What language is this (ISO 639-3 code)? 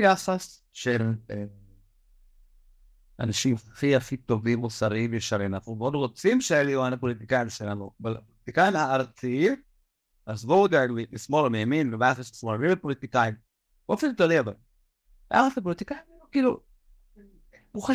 heb